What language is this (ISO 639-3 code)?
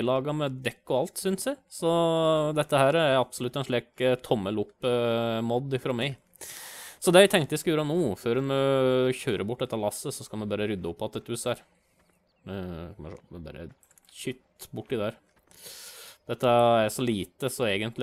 nor